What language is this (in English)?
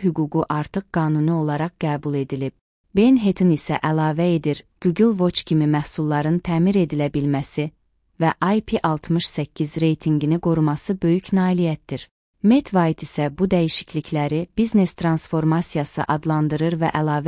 Azerbaijani